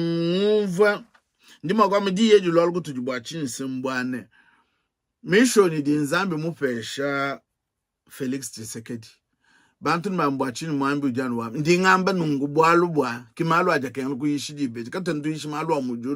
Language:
Luba-Lulua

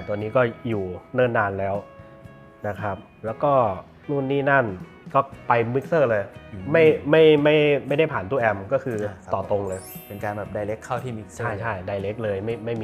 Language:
Thai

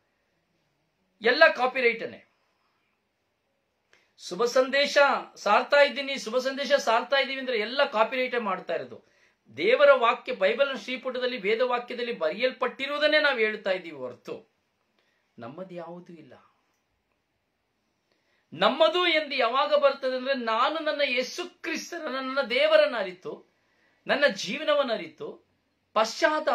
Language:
Kannada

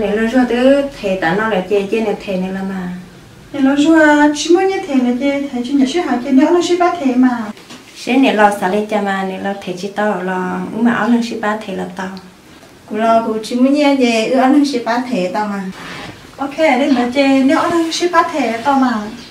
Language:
Hmong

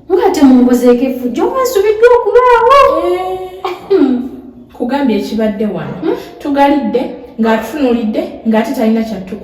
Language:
Ganda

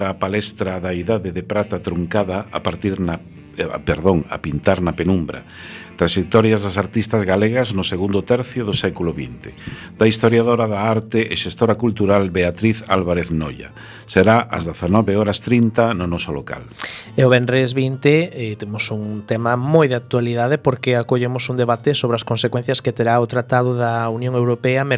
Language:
Galician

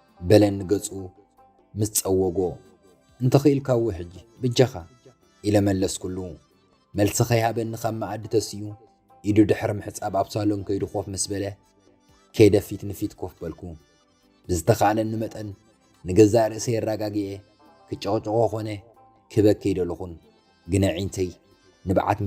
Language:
Tigrinya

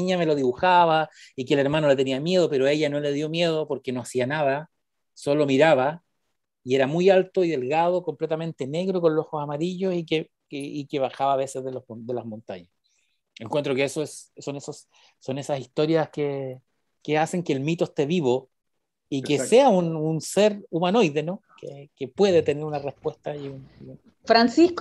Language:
Spanish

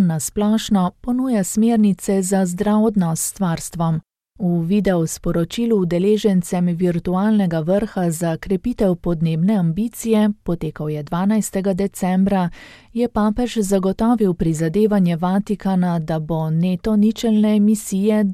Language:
Slovenian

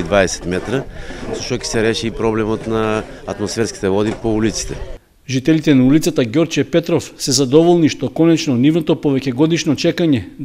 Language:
Macedonian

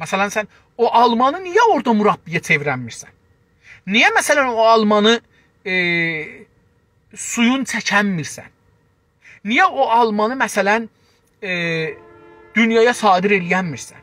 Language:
South Azerbaijani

